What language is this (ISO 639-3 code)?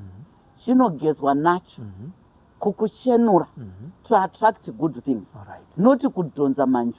sna